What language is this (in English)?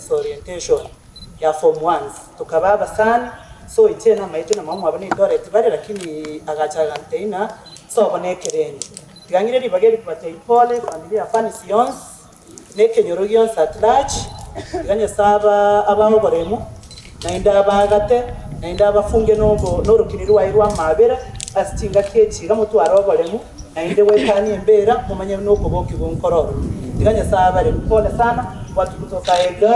Gusii